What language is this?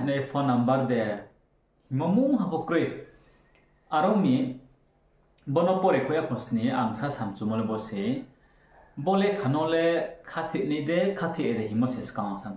Riang (India)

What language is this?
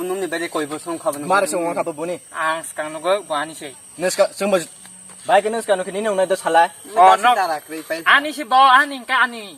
Kok Borok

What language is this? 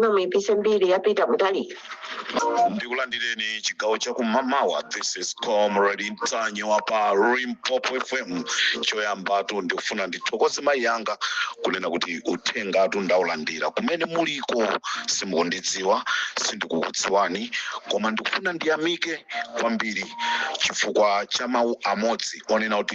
Nyanja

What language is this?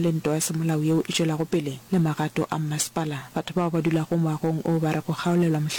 Northern Sotho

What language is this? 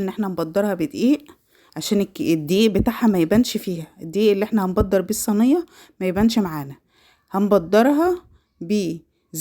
Egyptian Arabic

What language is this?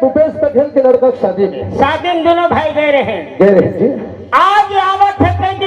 Chhattisgarhi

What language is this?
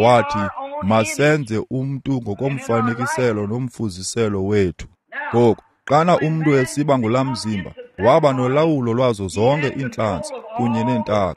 Xhosa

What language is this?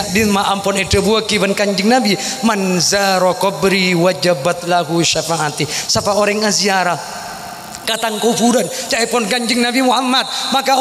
Madurese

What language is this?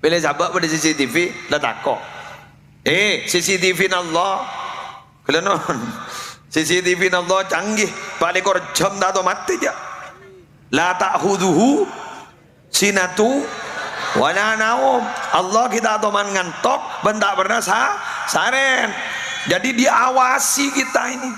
Madurese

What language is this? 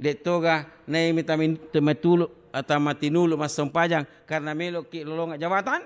Buginese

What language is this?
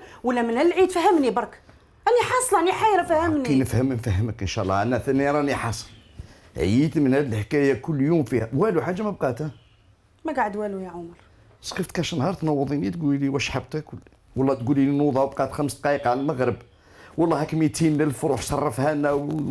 Algerian Arabic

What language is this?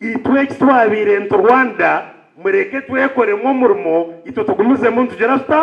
Nyankole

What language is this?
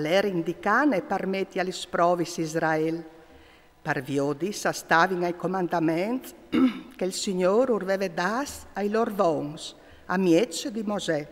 Friulian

